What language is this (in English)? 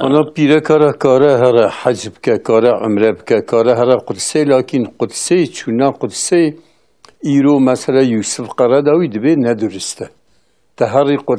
Kurdish